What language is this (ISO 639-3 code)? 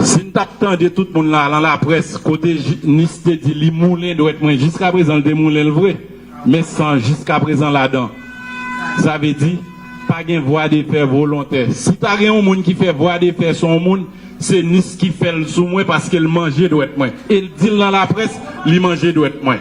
hat